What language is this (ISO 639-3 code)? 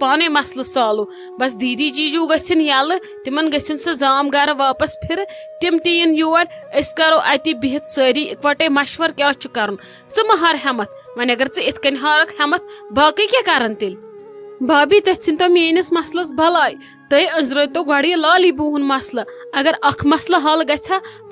kas